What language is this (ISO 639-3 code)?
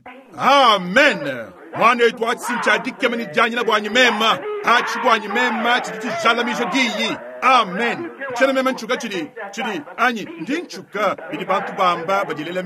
lua